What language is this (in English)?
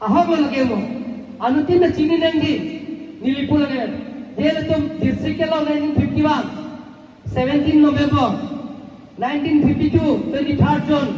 Karbi